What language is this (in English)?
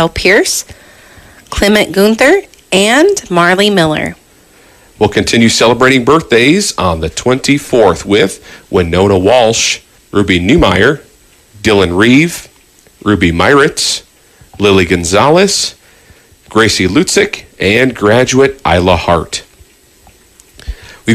English